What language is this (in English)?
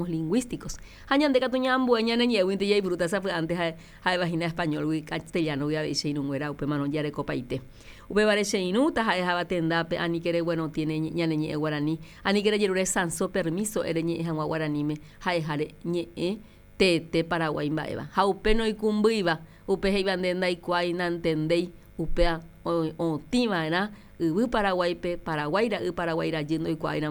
Guarani